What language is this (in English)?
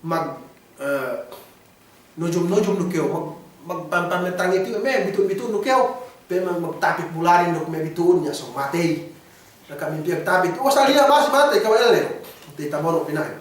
Yakan